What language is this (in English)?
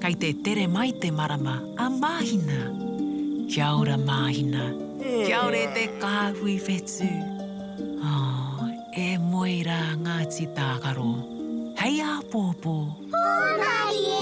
Māori